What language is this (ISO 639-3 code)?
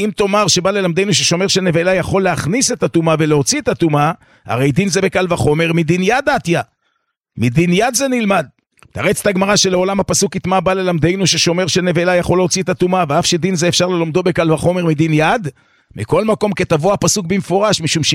heb